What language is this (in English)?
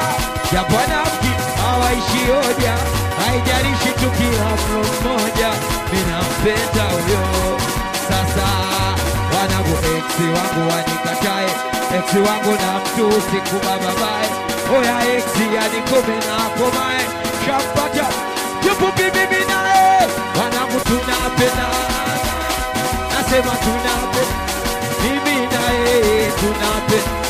Swahili